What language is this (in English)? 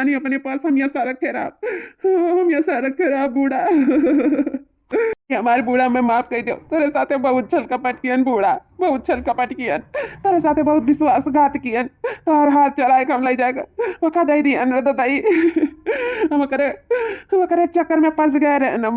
Awadhi